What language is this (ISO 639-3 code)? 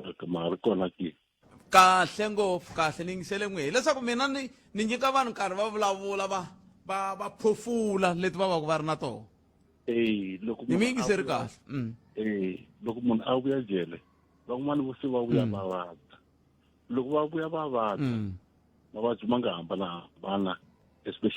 tso